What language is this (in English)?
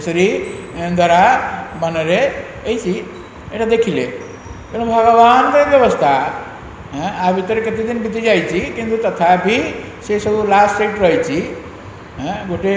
Odia